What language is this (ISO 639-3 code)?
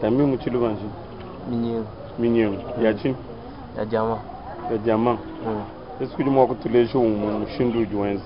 lua